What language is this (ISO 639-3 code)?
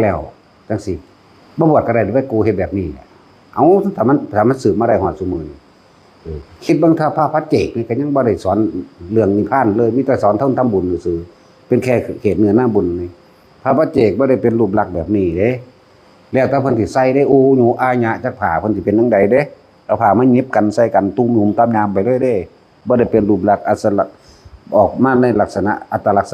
tts